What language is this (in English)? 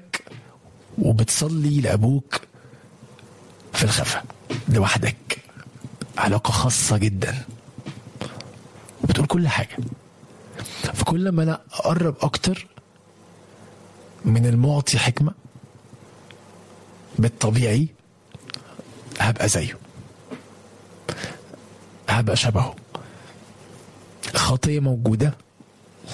Egyptian Arabic